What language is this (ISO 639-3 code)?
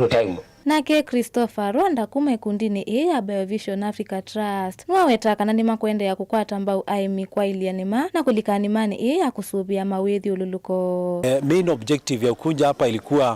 kam